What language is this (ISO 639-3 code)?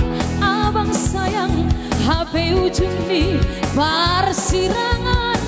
bts